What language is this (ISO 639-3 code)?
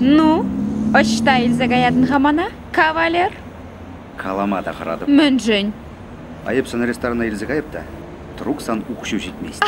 chv